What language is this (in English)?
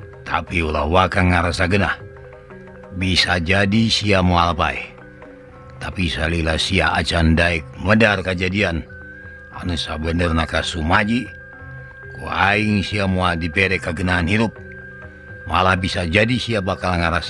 Sundanese